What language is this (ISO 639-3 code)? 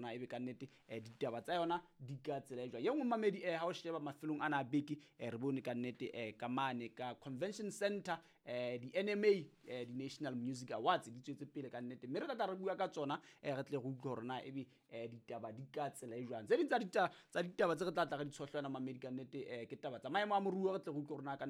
sot